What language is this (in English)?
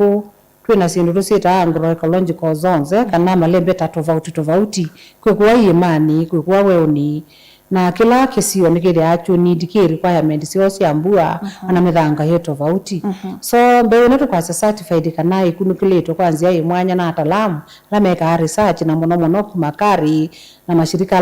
Kamba